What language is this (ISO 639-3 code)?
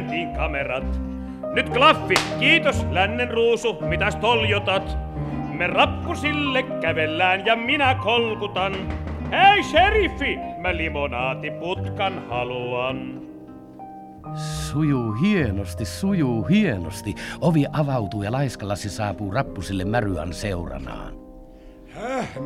fin